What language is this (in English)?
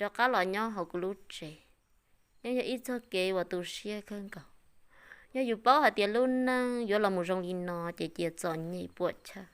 Hmong